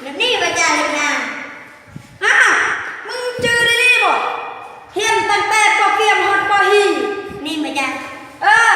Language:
Lao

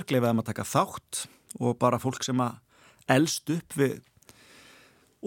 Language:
Icelandic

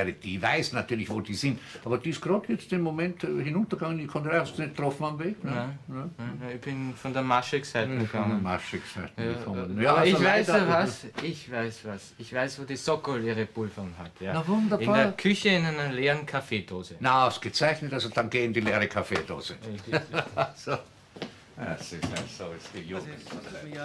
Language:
German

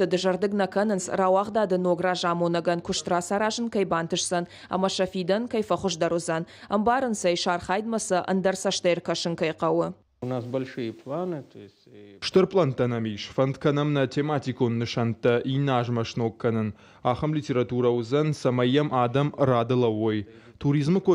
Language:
Ossetic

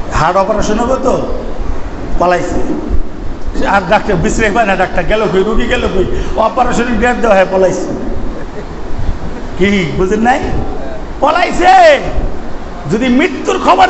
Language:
Bangla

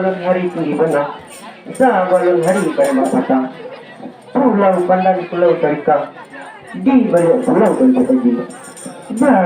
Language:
Minangkabau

